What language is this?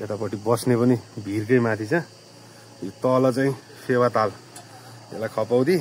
Nepali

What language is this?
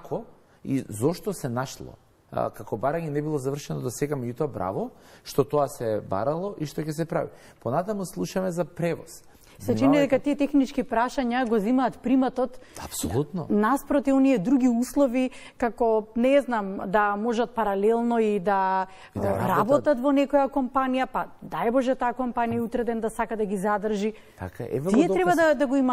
Macedonian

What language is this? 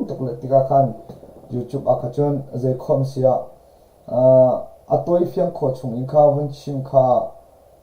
Hakha Chin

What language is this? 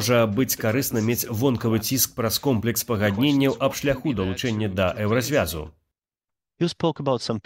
Belarusian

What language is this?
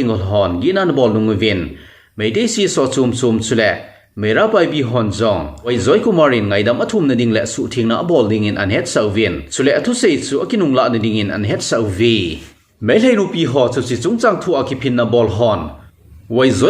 Thado Chin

